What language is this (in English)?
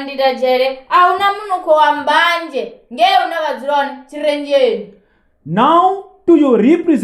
Venda